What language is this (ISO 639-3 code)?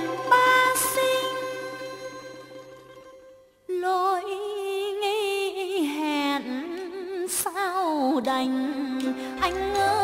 vie